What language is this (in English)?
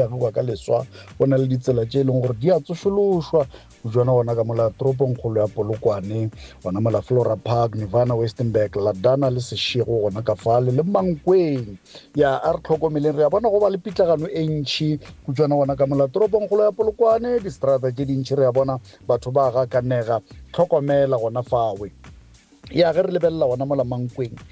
Northern Sotho